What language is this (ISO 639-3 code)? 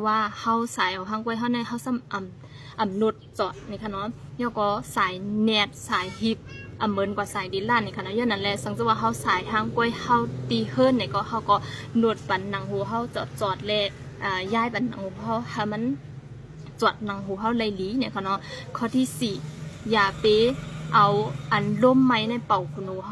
shn